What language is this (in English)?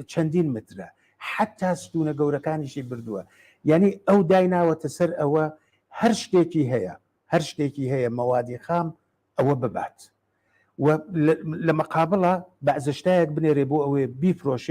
Central Kurdish